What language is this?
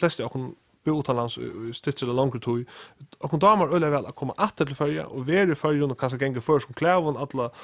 Faroese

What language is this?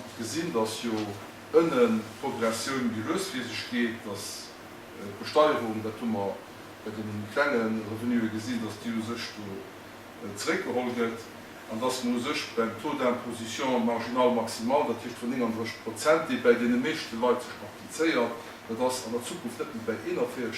Luxembourgish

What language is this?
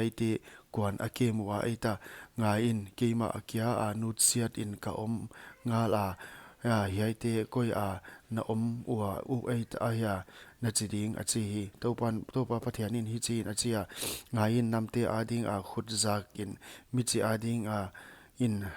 Paite Chin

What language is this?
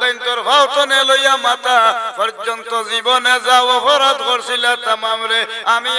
Sylheti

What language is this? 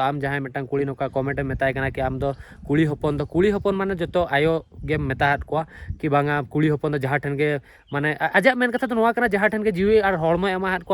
Santali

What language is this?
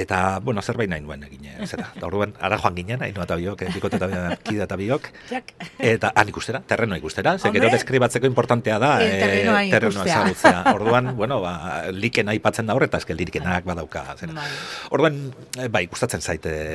Basque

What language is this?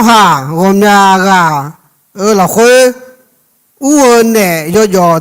Akha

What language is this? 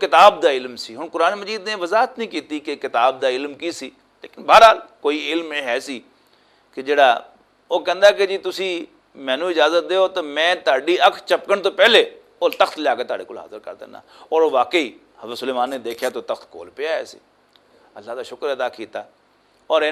Western Panjabi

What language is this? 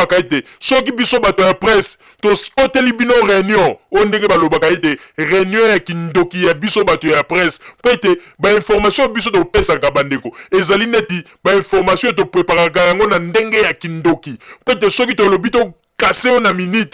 Lingala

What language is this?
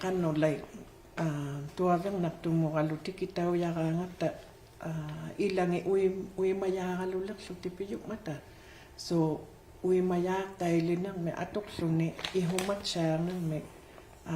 Inuktitut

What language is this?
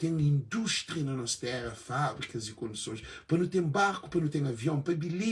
Kabuverdianu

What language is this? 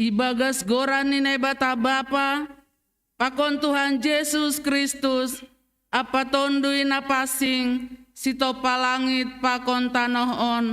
Batak Simalungun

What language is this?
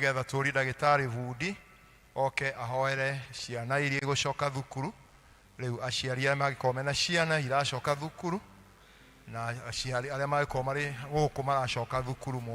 Kikuyu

